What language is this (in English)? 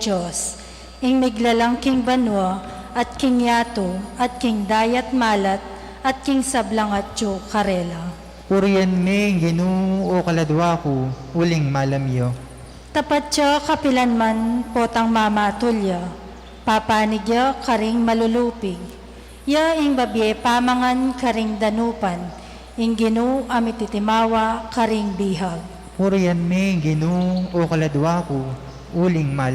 Pampanga